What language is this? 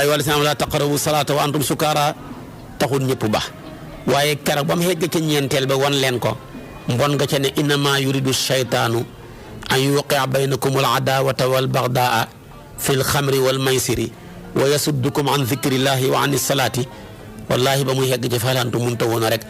Wolof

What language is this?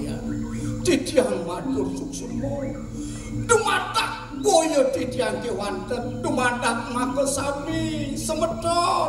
Balinese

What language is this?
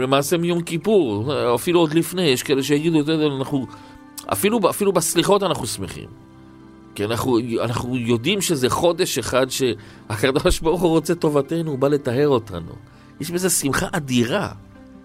Hebrew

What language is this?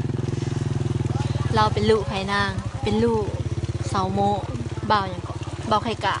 Lao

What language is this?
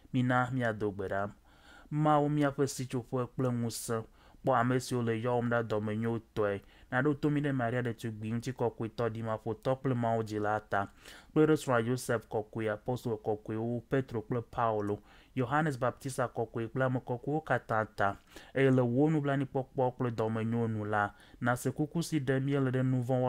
Ewe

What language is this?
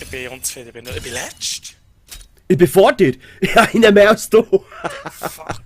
Swiss German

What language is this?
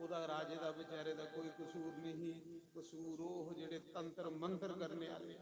Dogri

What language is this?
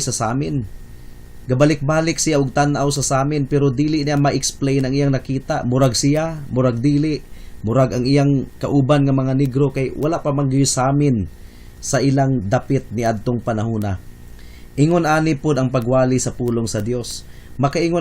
Cebuano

